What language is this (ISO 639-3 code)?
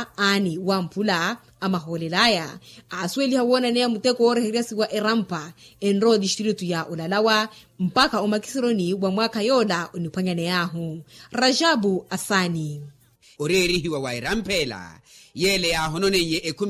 vmw